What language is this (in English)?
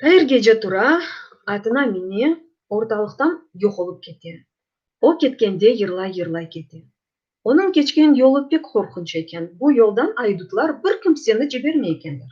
Crimean Tatar